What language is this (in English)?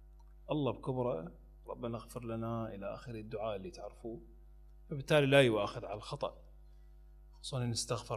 Mesopotamian Arabic